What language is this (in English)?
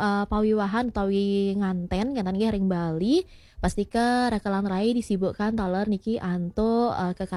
Balinese